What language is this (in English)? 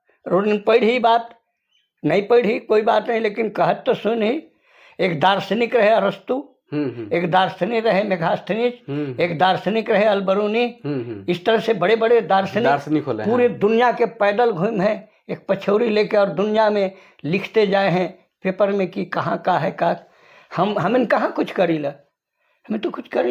Sadri